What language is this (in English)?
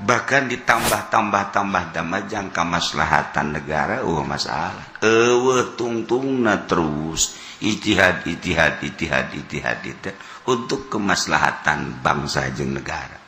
Sundanese